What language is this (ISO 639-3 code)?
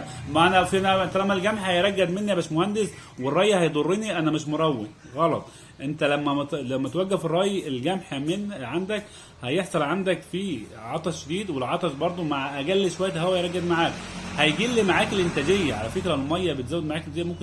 arz